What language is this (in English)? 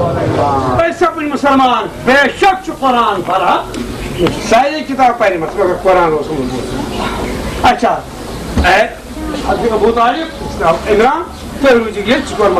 Kashmiri